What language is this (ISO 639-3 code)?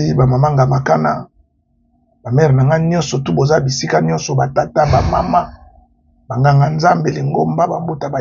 lin